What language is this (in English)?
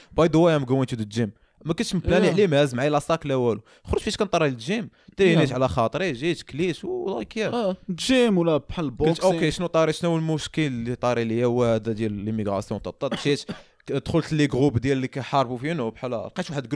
Moroccan Arabic